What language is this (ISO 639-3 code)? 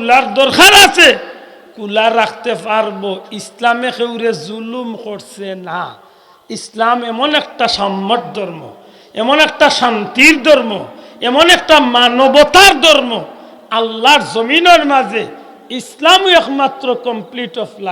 syl